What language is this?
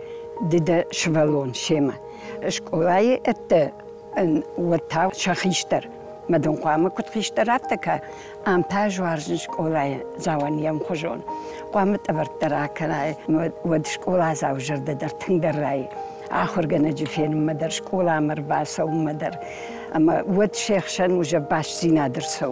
Ossetic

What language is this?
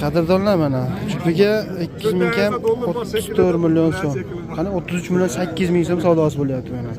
Uzbek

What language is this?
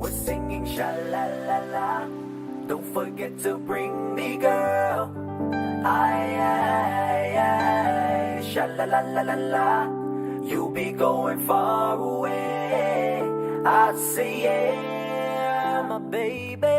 Pohnpeian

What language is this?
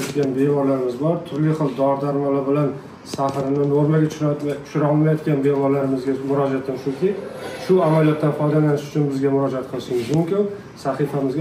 Uzbek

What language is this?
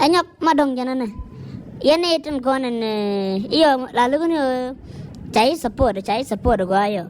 Nuer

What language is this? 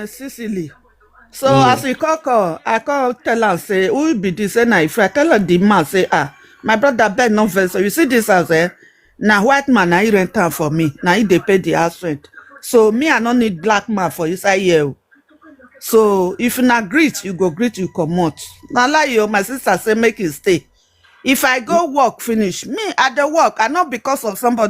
Nigerian Pidgin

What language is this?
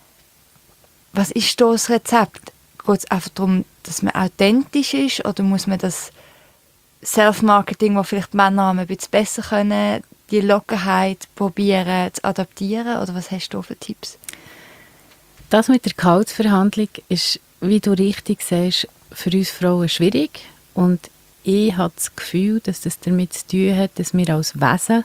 German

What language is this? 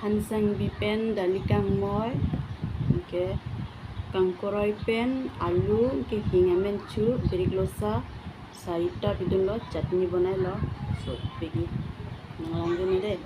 Karbi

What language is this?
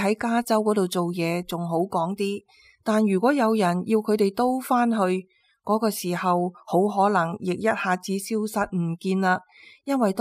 Cantonese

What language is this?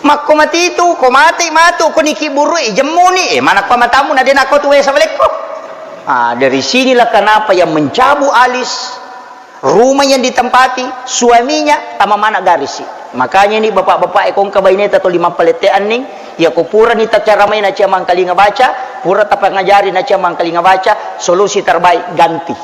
Buginese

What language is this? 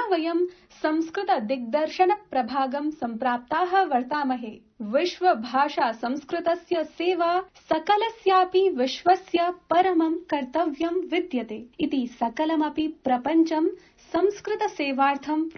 Sanskrit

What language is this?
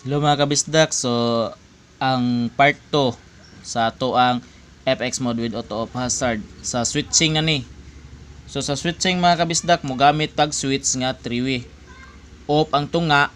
Cebuano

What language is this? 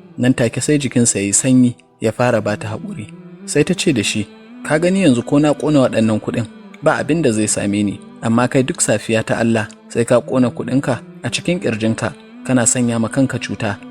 Hausa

